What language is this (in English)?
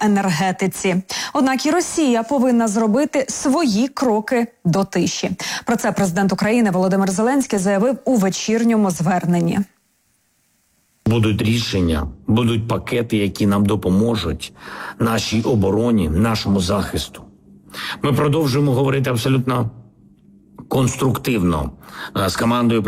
Ukrainian